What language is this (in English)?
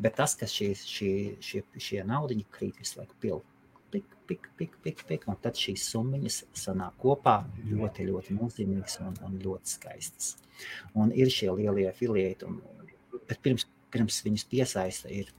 Latvian